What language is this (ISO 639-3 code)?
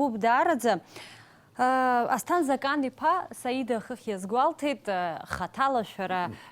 abk